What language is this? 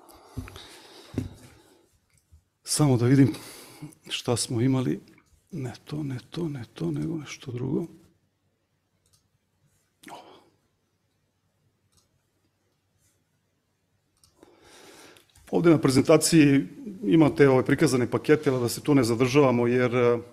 Serbian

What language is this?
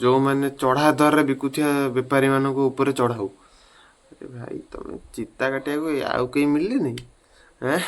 Odia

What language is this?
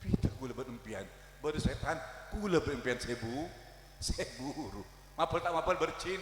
Madurese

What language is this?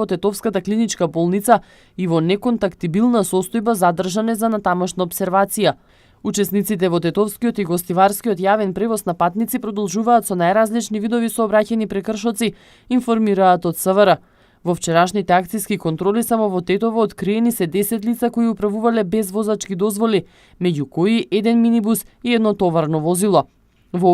Macedonian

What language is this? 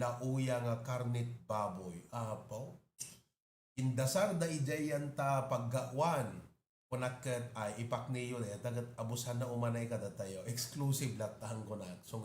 Iloko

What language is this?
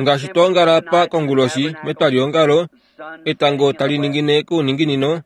Kuanyama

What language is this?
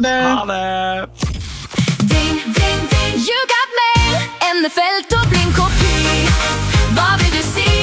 Norwegian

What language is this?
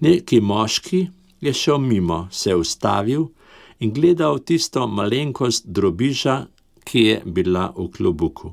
Slovenian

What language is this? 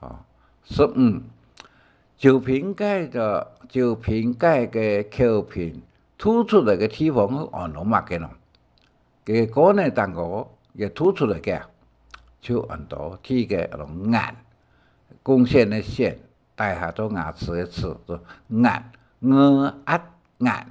Hakka Chinese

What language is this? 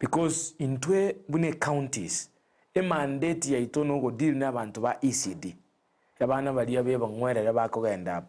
Gusii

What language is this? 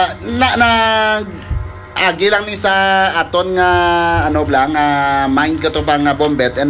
Hiligaynon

